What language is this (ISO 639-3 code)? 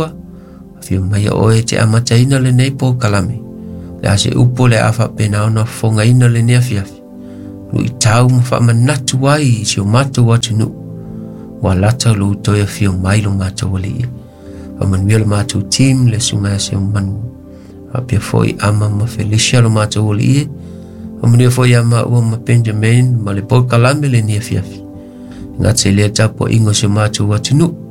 smo